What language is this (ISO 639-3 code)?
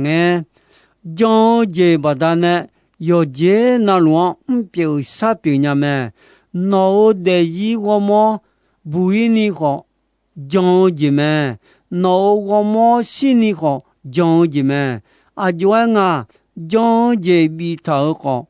ahk